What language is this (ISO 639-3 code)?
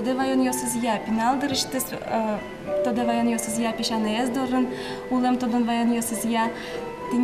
udm